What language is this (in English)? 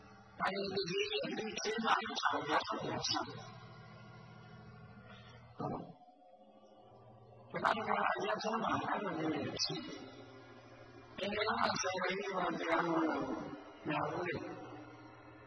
Burmese